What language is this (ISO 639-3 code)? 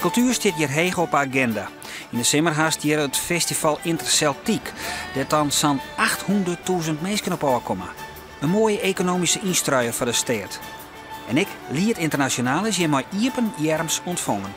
fry